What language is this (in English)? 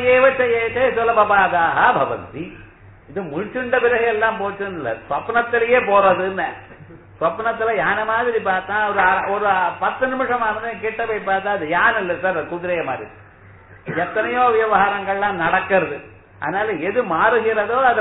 Tamil